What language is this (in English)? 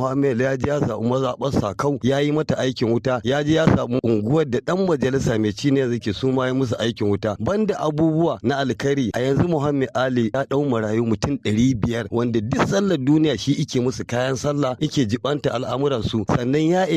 Hausa